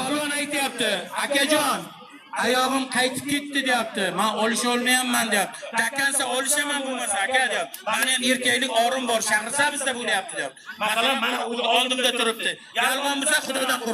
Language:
Uzbek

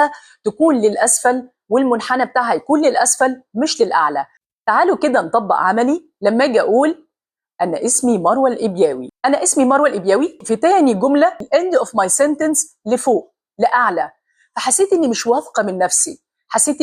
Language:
Egyptian Arabic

